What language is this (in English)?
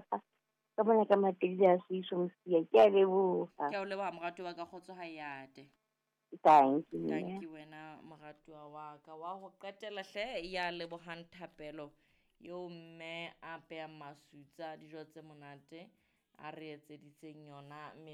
Southern Sotho